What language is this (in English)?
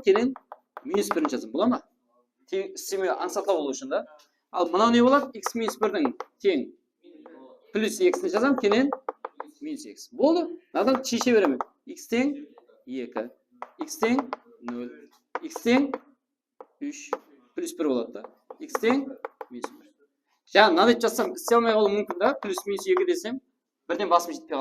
Kara-Kalpak